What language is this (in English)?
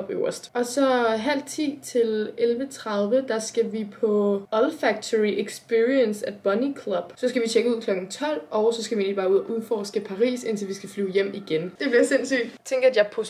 Danish